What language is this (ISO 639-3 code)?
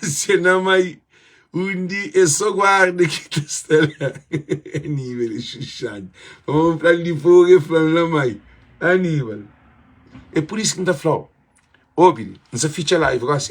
kea